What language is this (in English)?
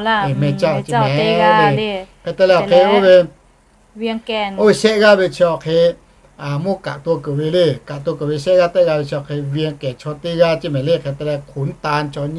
Lahu